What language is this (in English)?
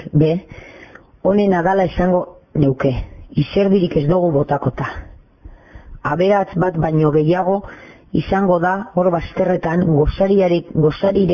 Basque